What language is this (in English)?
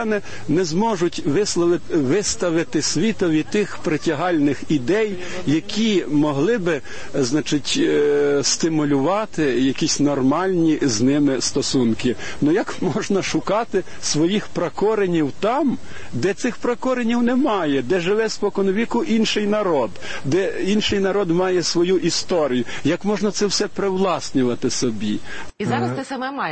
Ukrainian